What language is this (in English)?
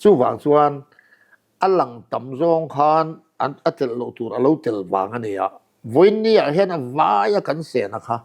Mizo